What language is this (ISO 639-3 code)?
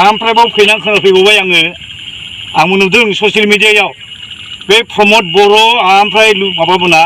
brx